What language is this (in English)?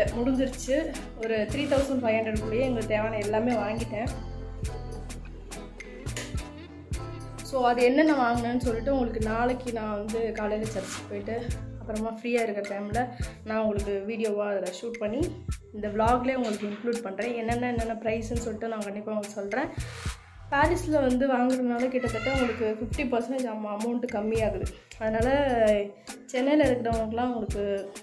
Tamil